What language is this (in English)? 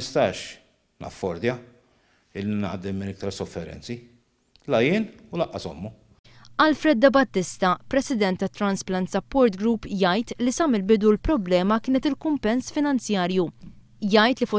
Maltese